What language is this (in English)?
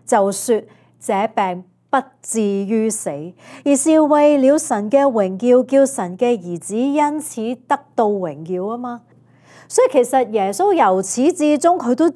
Cantonese